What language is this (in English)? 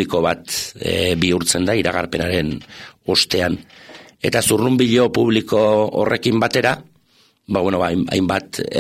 Basque